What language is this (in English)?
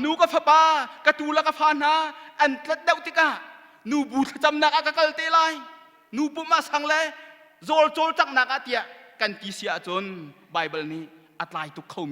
Hakha Chin